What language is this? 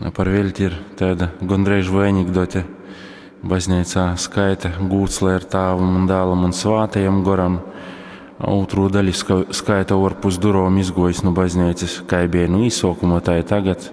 Latgalian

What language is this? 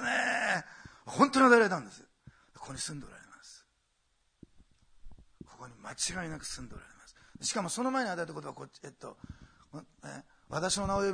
Japanese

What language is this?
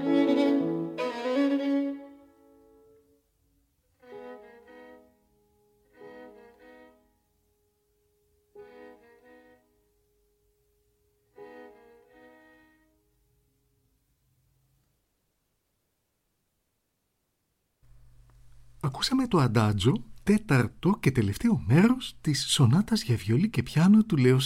Greek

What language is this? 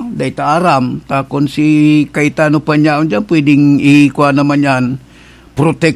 Bikol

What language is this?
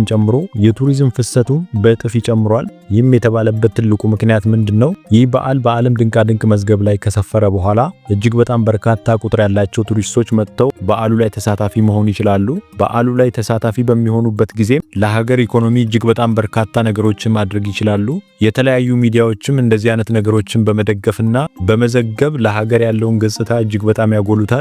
Amharic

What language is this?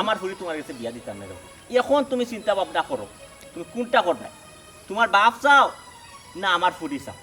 Sylheti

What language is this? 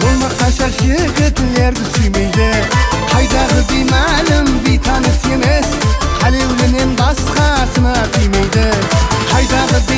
Kara-Kalpak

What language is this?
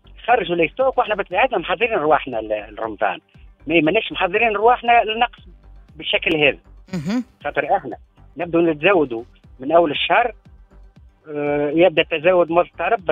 Tunisian Arabic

